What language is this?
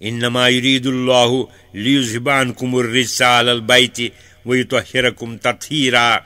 Kashmiri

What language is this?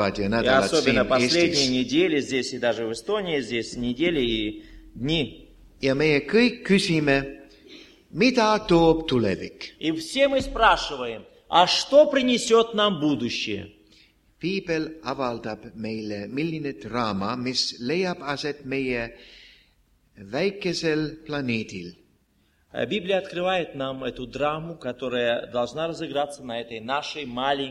Estonian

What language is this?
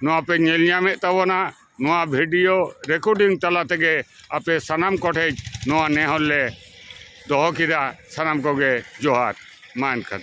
Santali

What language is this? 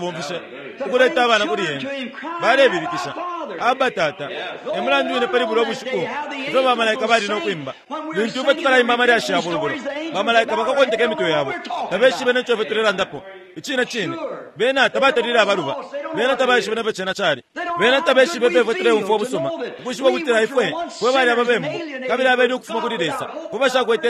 Bemba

